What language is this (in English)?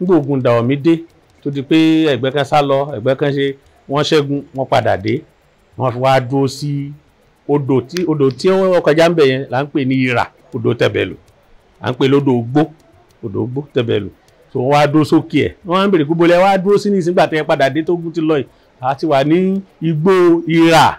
Yoruba